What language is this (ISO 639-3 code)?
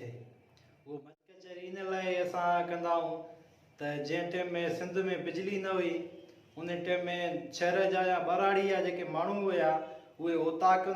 snd